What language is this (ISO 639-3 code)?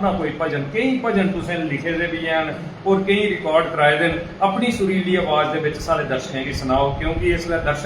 doi